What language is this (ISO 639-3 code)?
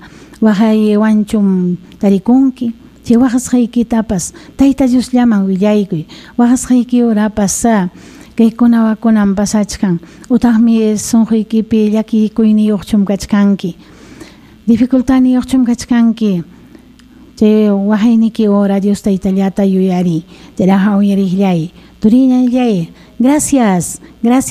quy